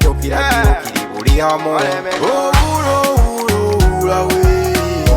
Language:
Nyoro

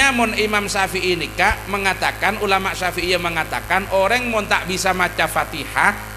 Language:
Madurese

